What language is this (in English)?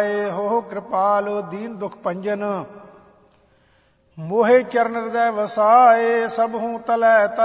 Punjabi